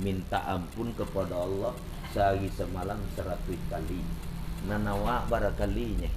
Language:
Minangkabau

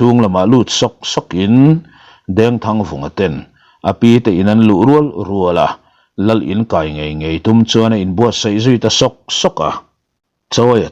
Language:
Mizo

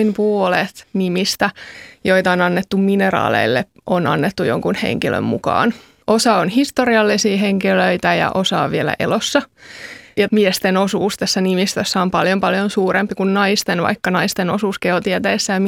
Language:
Finnish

